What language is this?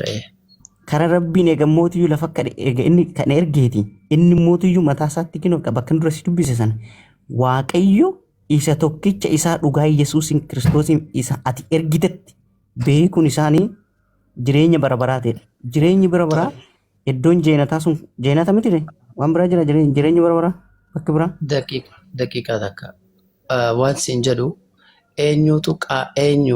Oromo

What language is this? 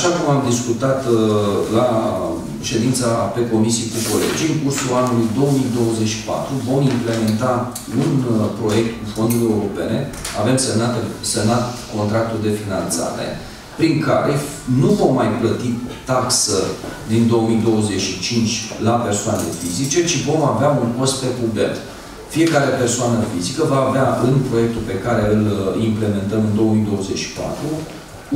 Romanian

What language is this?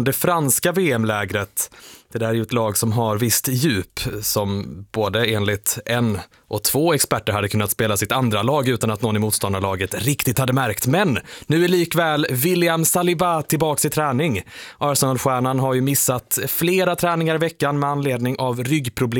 Swedish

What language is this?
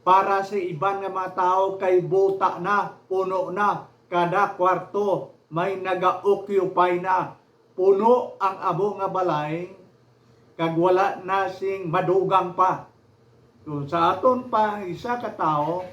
Hiligaynon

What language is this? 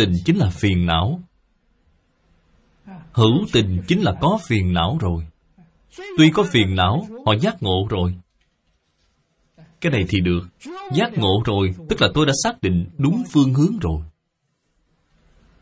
Vietnamese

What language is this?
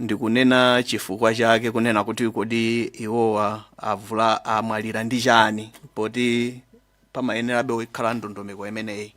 Nyanja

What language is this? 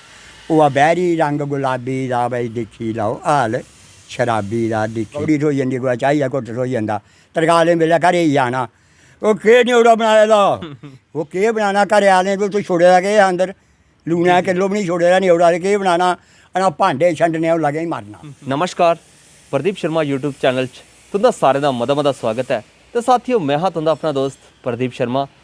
Dogri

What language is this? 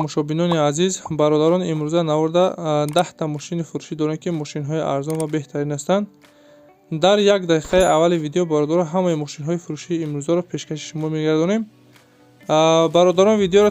Tajik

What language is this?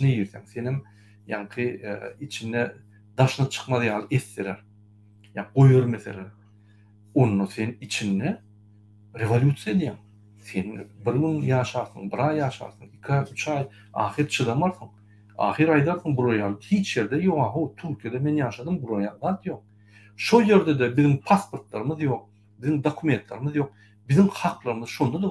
Turkmen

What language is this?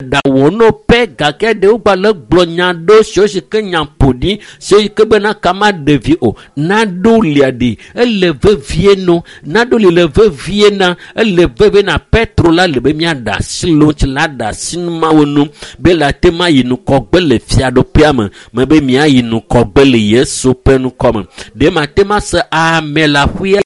Ewe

